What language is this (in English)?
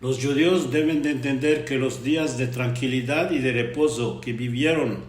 Ladino